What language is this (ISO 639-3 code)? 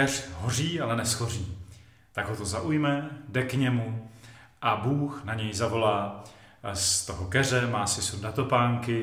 ces